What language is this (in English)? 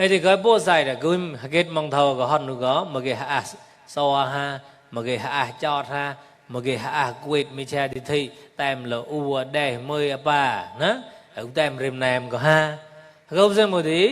Mon